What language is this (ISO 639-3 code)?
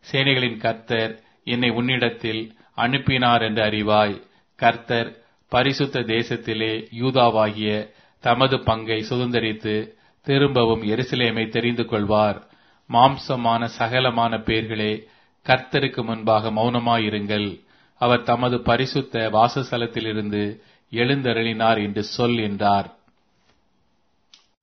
tam